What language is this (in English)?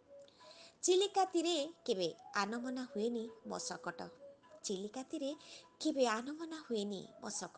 Odia